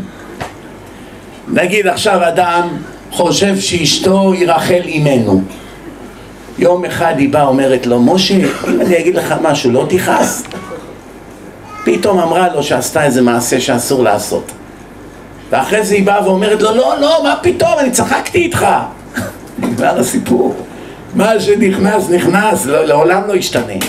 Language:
Hebrew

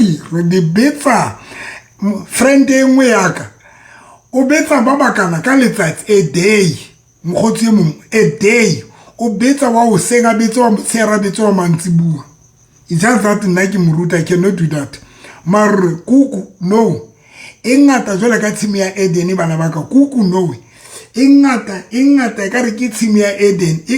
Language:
Southern Sotho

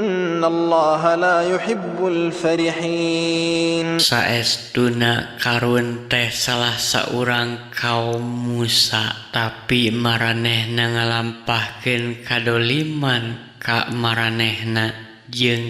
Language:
Sundanese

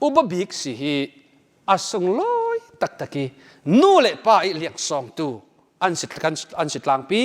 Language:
Falam Chin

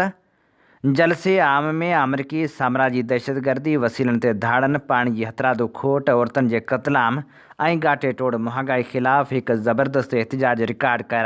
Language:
Sindhi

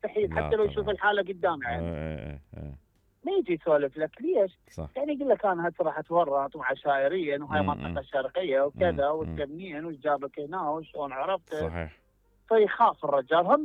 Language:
Mesopotamian Arabic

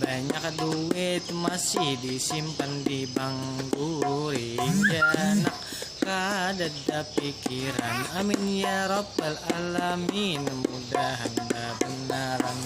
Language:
Banjar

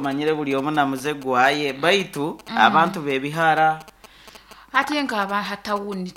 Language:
Nyoro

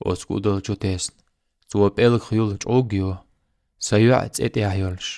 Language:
Chechen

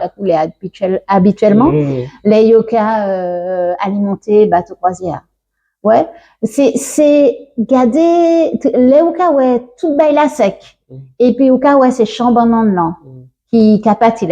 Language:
Guadeloupean Creole French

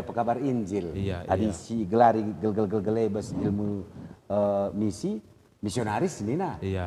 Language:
Batak Karo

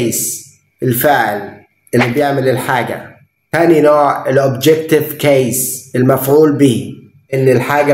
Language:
Egyptian Arabic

